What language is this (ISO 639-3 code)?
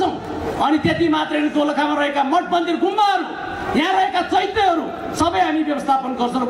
nep